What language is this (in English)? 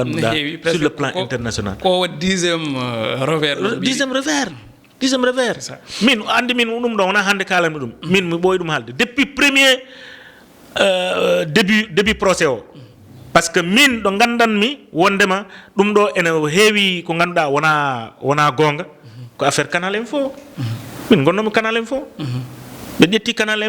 Fula